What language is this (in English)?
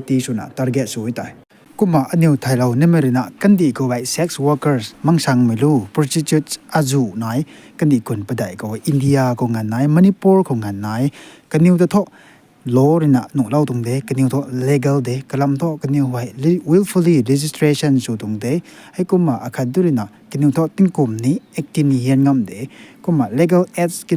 Rongmei Naga